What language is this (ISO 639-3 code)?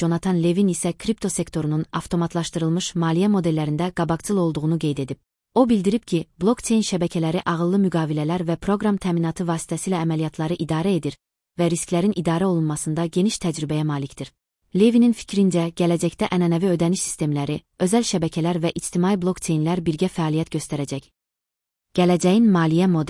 aze